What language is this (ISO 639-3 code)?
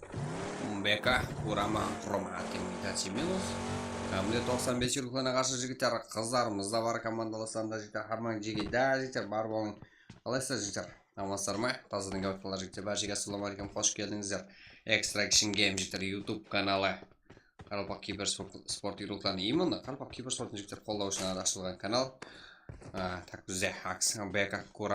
kaa